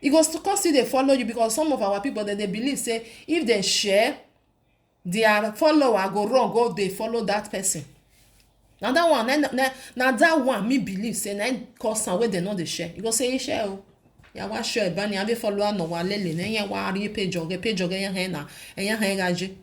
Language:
Nigerian Pidgin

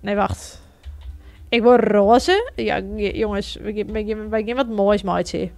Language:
Western Frisian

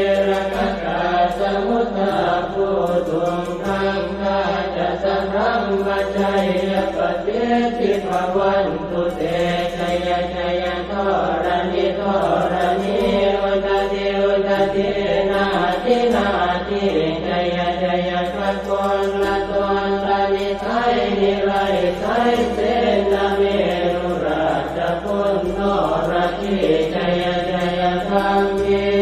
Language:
Pali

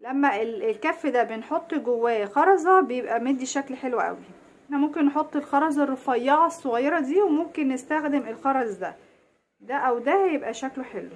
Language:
Egyptian Arabic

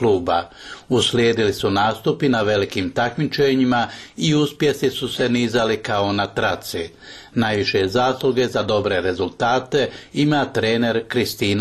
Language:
Bosnian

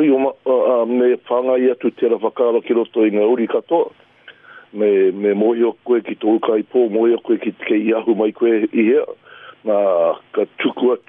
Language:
Māori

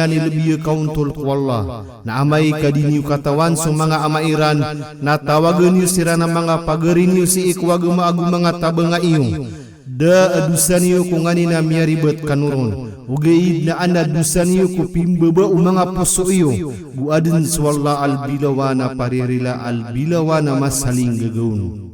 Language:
Maranao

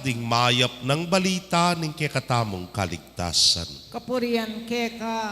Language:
Pampanga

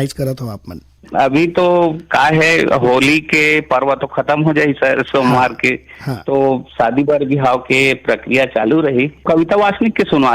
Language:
Chhattisgarhi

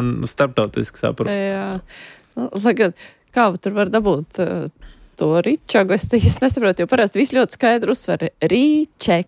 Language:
Latvian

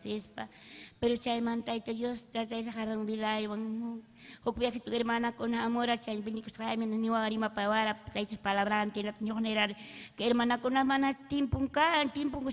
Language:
Ayacucho Quechua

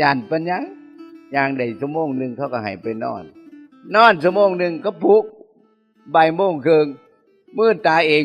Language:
Northeastern Thai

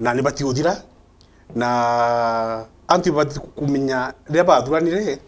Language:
Meru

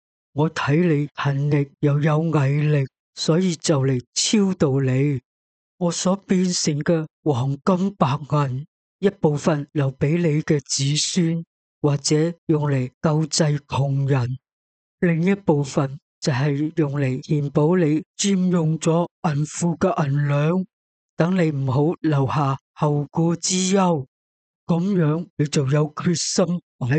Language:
Cantonese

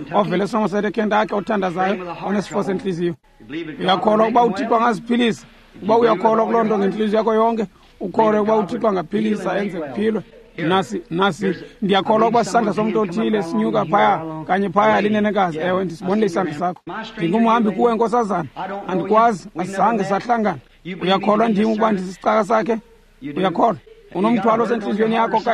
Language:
Xhosa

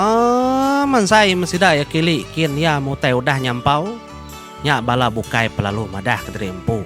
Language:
Iban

